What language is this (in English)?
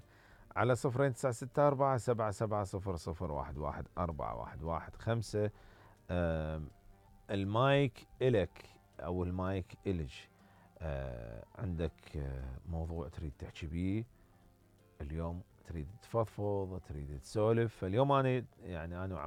Mesopotamian Arabic